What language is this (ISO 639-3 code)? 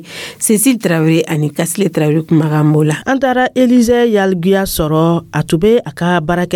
dyu